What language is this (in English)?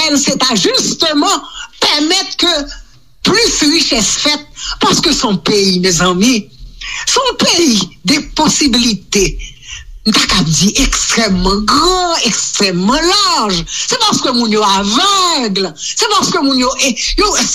Haitian Creole